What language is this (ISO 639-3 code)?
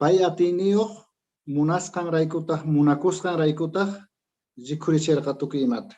que